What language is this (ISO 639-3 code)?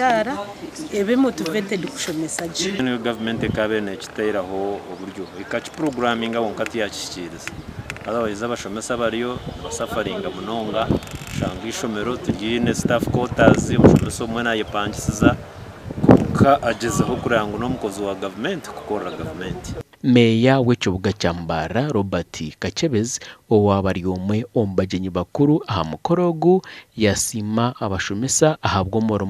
nyn